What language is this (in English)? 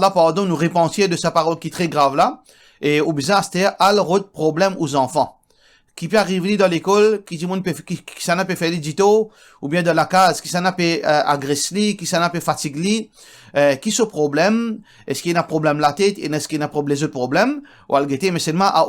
Morisyen